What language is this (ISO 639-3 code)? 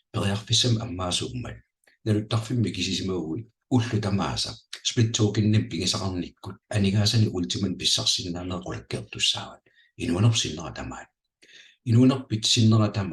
kal